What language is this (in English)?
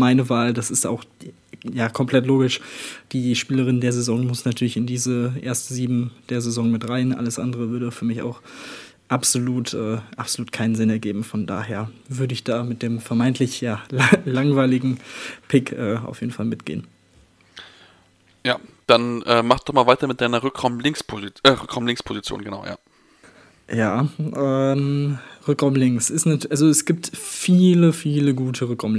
German